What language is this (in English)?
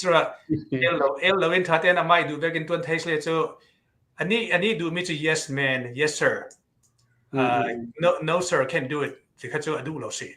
Hakha Chin